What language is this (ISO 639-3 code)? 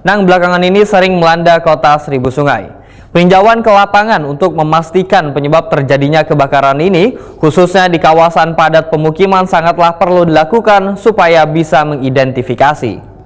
bjn